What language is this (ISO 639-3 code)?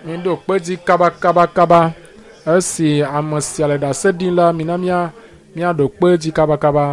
ewe